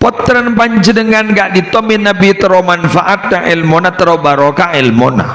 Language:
Madurese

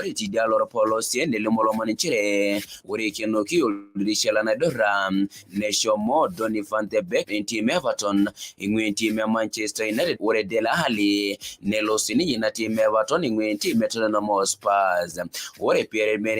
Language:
Masai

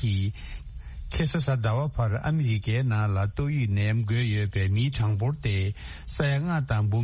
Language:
Tibetan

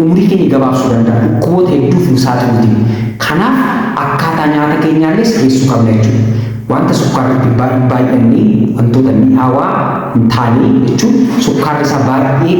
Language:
Oromo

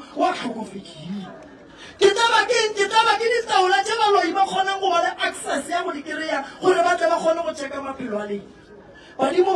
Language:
Northern Sotho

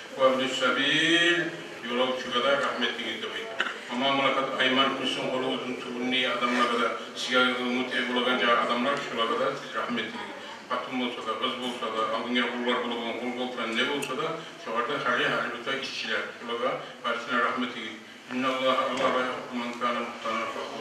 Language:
Kumyk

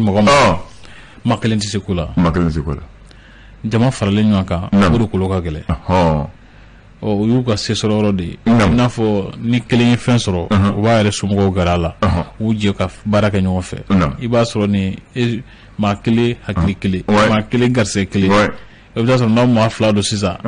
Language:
Bambara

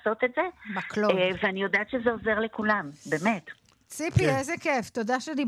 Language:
Hebrew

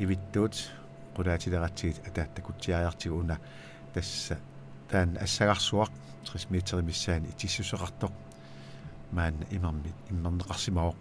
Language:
Kalaallisut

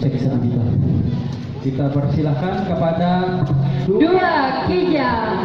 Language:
Banjar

